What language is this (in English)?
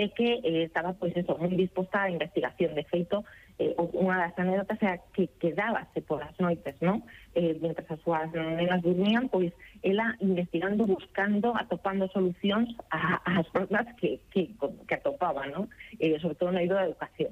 Galician